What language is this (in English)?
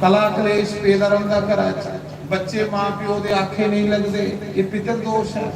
Dogri